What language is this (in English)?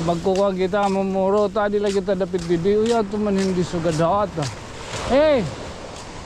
Waray